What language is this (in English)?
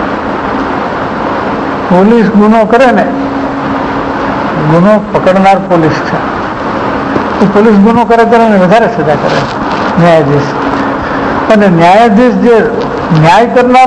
Gujarati